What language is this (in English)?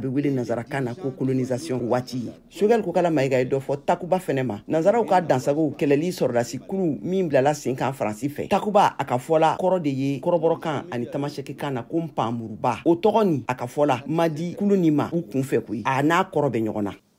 Bambara